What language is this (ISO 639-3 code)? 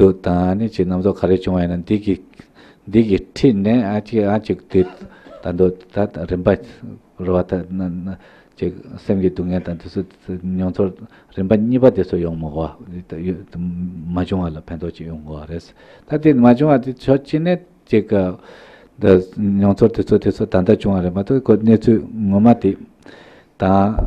bod